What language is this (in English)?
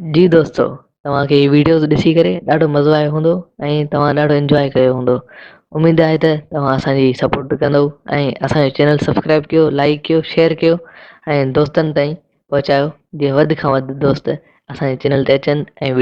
Sindhi